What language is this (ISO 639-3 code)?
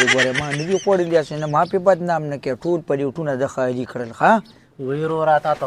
pus